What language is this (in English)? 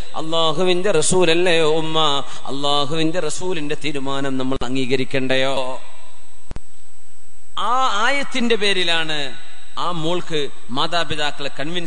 Malayalam